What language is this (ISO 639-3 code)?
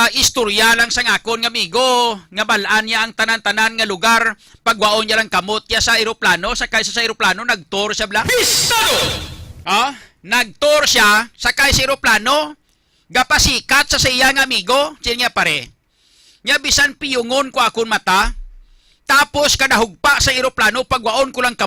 hil